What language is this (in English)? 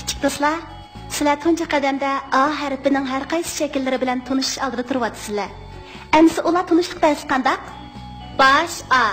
Uyghur